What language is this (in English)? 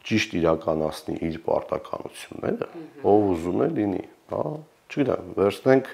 Armenian